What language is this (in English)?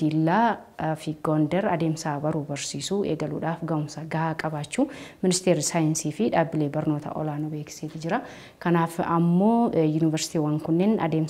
Oromo